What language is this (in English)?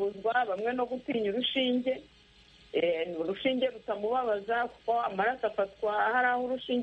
Kinyarwanda